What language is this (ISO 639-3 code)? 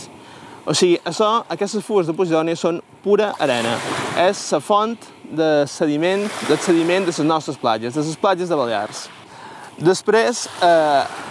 cat